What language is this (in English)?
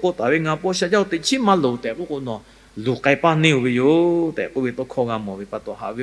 Lahu